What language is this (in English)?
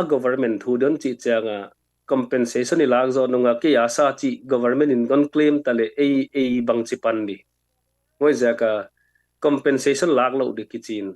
Tedim Chin